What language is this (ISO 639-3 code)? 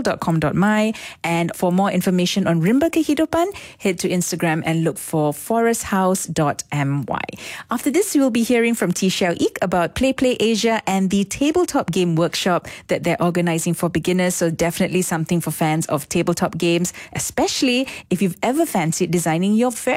eng